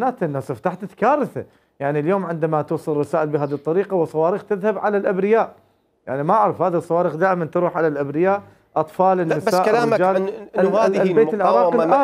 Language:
Mesopotamian Arabic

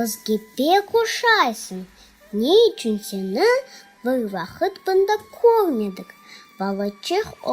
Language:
Crimean Tatar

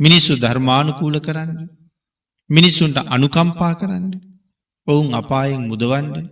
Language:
Sinhala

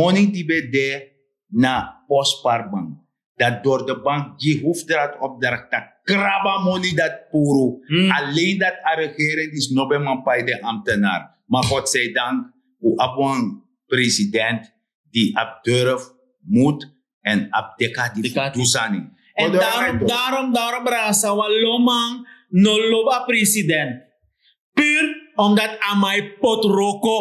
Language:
Sranan Tongo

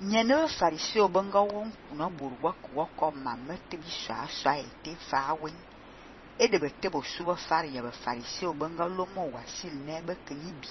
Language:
Fang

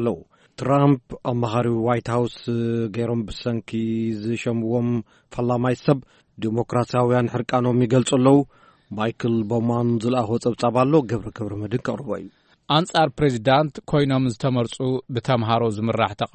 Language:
Tigrinya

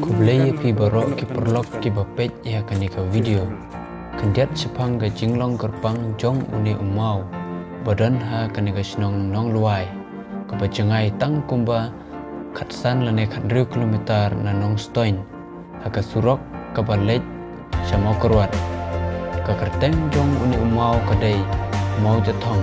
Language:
Khasi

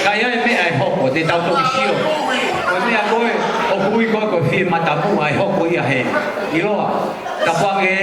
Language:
Tongan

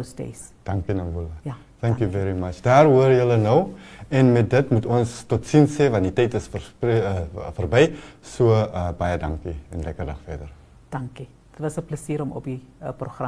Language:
Afrikaans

